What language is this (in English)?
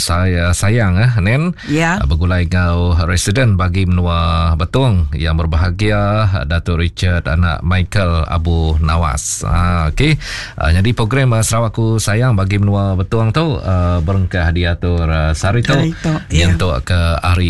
Iban